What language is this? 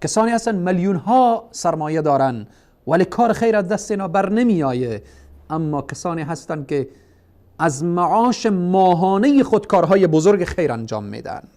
Persian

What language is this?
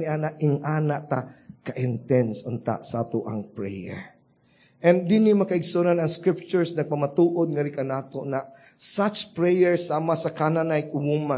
Cebuano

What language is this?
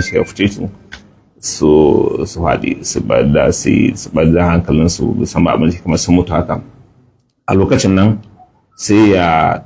Hausa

